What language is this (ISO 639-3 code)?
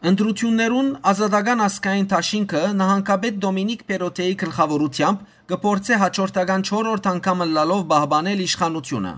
hyw